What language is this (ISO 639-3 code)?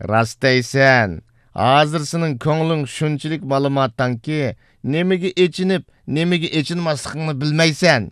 uig